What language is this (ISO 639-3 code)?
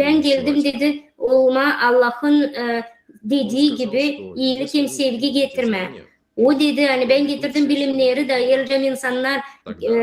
gag